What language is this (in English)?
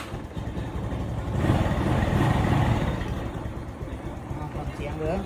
Lao